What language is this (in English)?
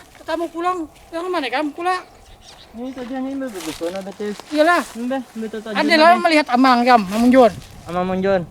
Banjar